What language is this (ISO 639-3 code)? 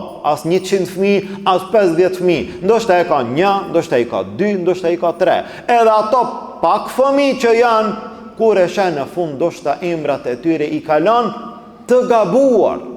sqi